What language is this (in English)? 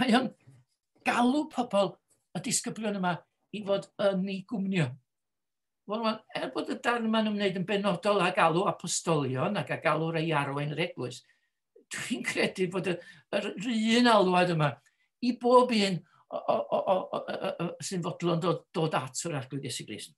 Welsh